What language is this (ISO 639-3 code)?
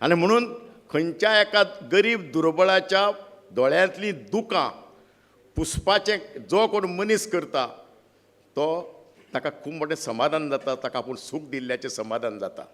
kok